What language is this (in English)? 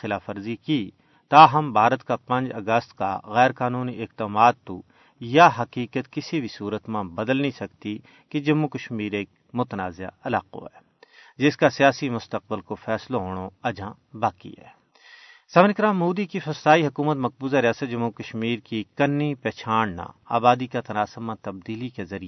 Gujari